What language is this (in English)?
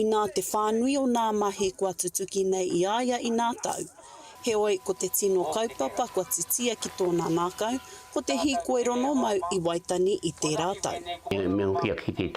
Māori